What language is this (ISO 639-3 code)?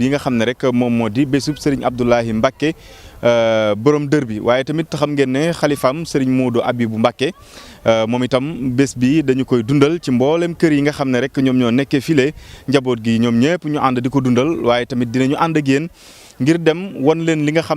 wol